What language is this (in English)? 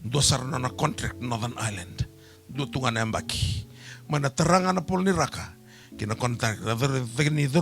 Fijian